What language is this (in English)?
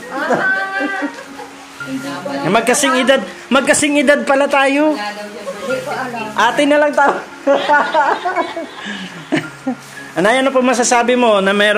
Filipino